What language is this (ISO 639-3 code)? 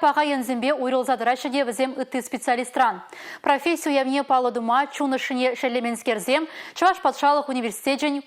chv